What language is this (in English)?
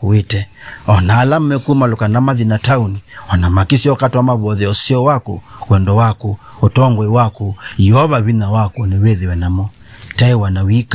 Kamba